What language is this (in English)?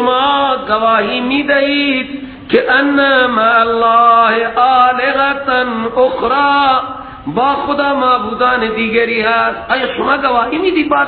Persian